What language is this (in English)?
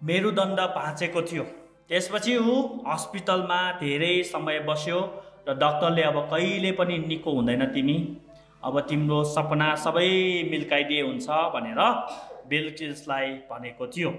Nepali